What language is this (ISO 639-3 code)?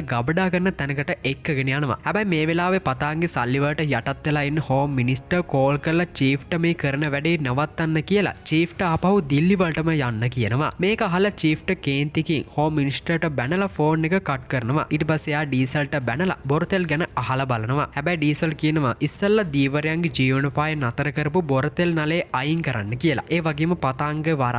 sin